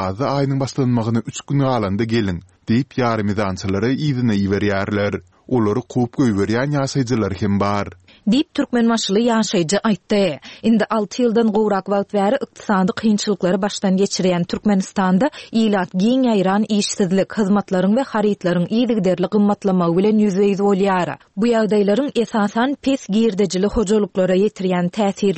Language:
Turkmen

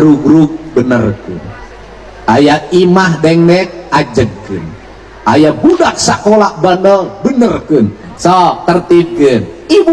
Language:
Sundanese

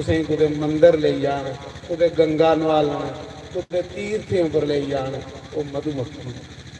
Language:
Dogri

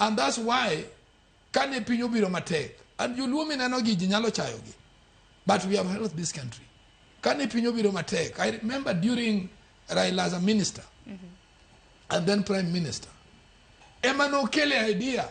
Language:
Luo (Kenya and Tanzania)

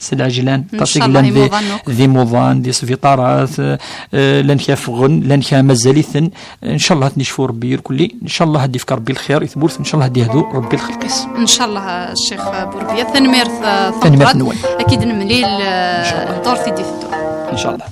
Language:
Kabyle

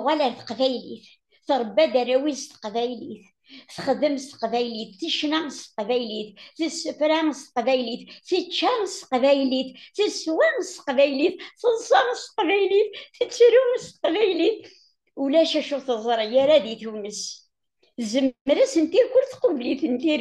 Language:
Kabyle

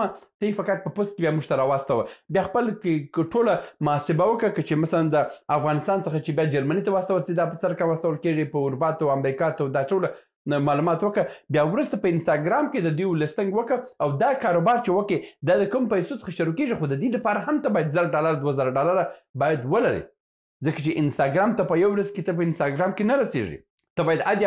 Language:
Pashto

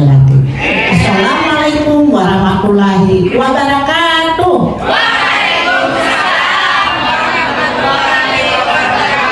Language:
Banjar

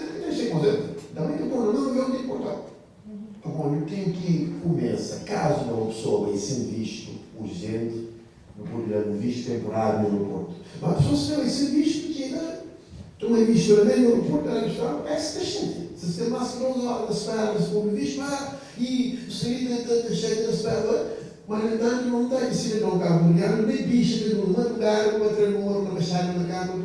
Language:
Kabuverdianu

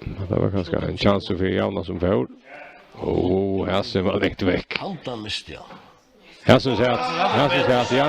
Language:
Faroese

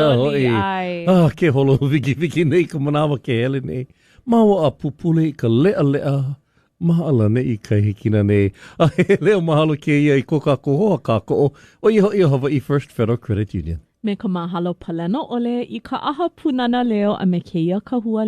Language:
Hawaiian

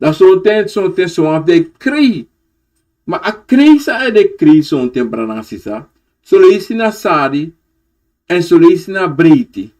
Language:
Sranan Tongo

